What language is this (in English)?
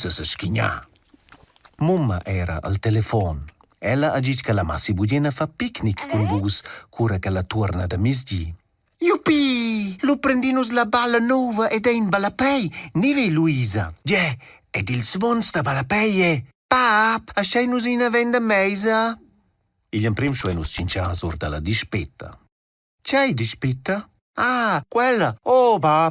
Romansh